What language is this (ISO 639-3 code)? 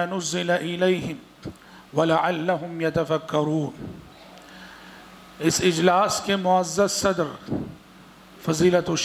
urd